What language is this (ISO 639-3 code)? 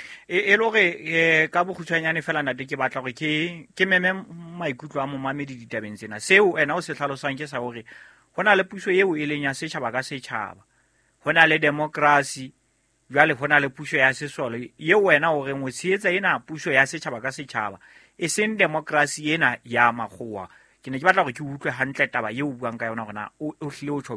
sot